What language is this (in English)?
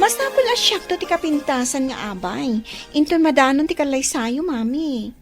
Iloko